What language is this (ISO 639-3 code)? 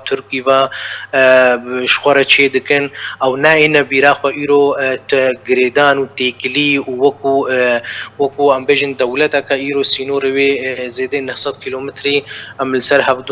kur